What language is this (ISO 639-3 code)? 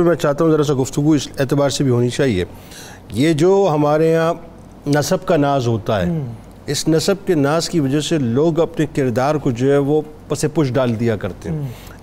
urd